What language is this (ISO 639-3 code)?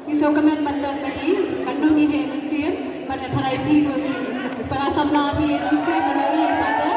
kha